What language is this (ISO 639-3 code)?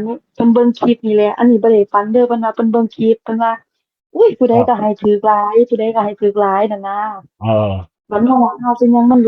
tts